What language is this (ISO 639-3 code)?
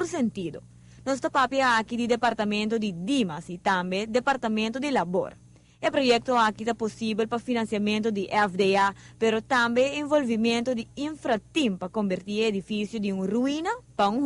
pap